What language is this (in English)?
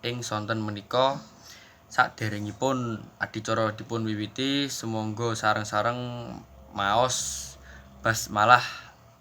Javanese